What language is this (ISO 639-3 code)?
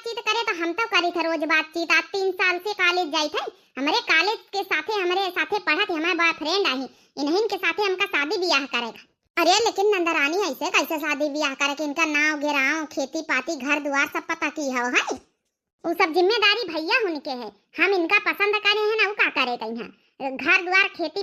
awa